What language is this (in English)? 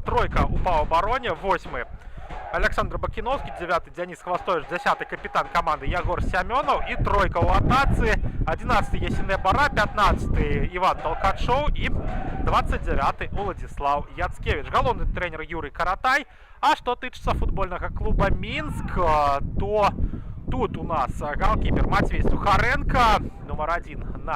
Belarusian